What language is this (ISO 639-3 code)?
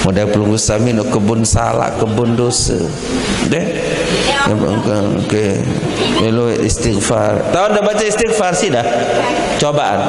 sas